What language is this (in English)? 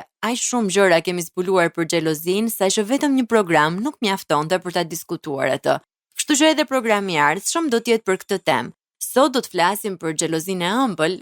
Albanian